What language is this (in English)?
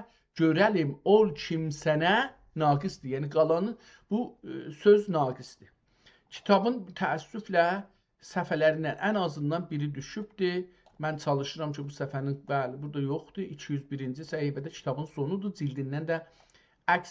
South Azerbaijani